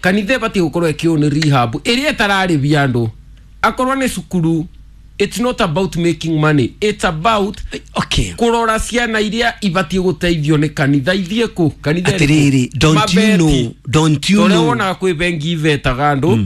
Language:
Kikuyu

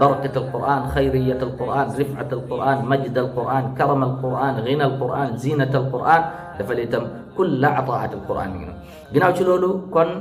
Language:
Wolof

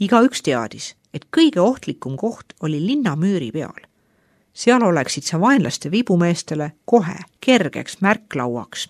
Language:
Estonian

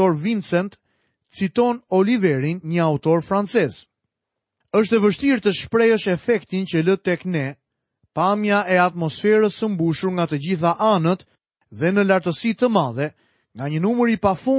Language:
Albanian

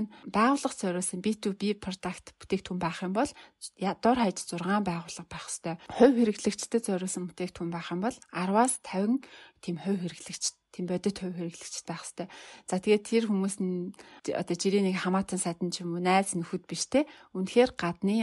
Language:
Mongolian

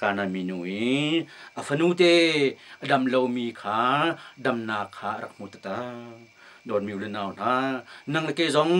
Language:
Hakha Chin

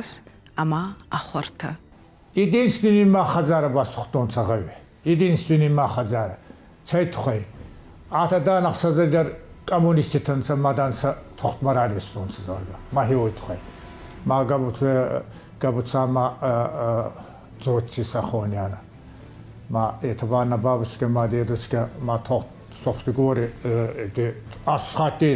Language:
Ossetic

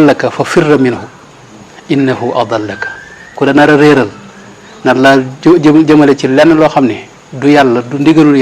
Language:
Wolof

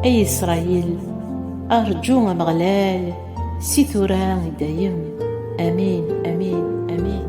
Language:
Kabyle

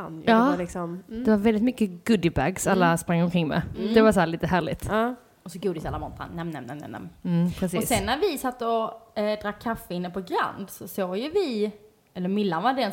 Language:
Swedish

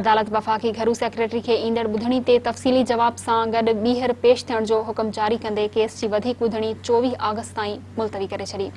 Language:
Sindhi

